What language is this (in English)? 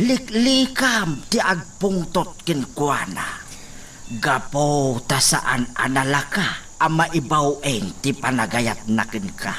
Iloko